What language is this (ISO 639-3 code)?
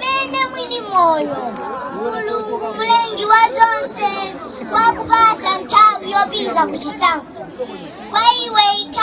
nya